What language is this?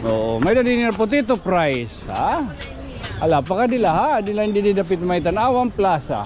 Waray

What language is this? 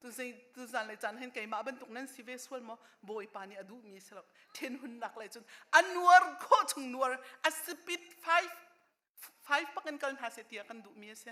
Hakha Chin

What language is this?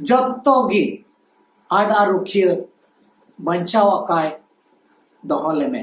Santali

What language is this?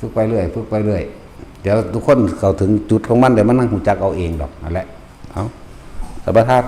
Northeastern Thai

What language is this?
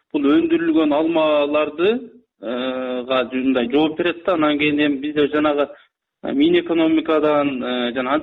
Kyrgyz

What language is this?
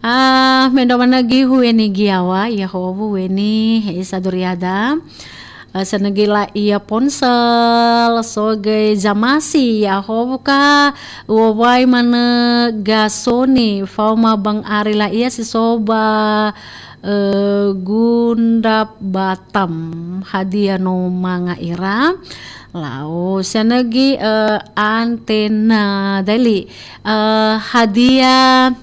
Nias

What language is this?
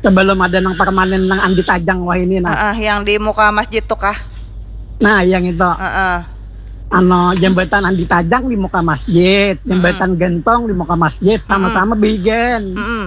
Banjar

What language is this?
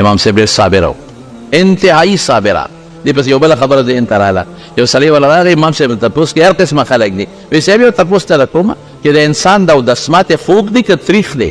Pashto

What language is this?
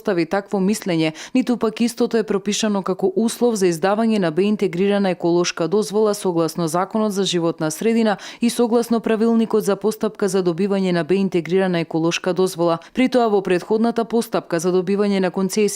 Macedonian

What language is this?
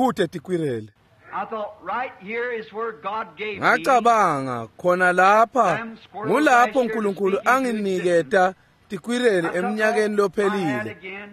Swati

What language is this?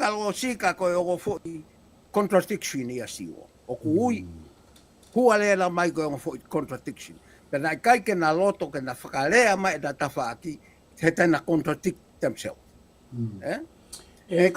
Tongan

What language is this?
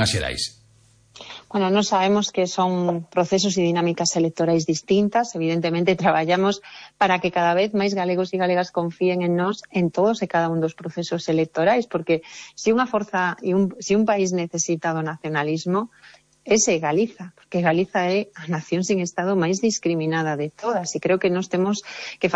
Galician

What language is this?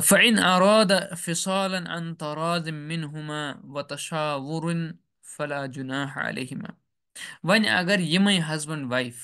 Kashmiri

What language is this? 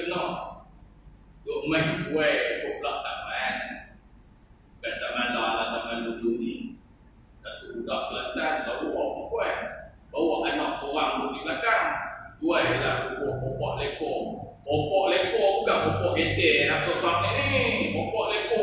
Malay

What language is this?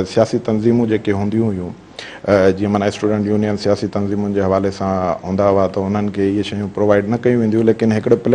Sindhi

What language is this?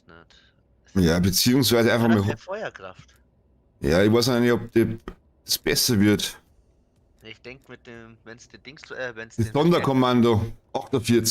Bavarian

